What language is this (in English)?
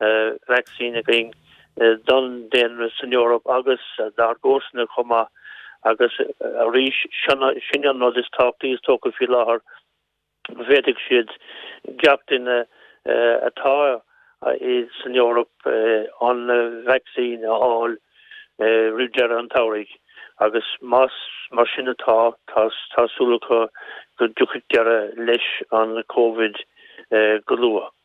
Irish